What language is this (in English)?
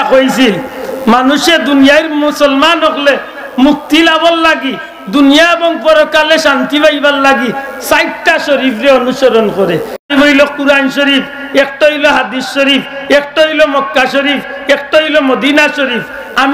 Sylheti